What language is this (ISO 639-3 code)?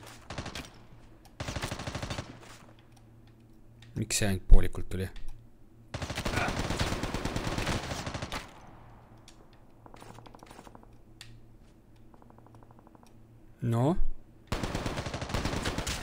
est